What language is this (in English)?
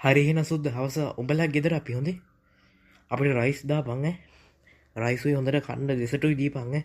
Sinhala